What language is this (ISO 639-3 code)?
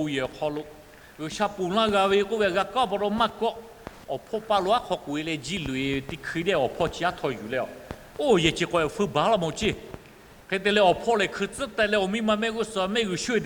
lhu